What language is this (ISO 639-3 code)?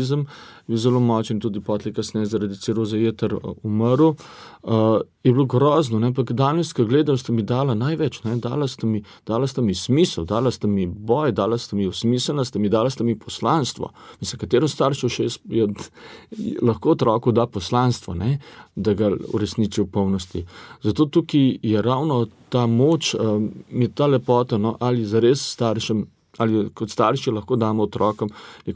slv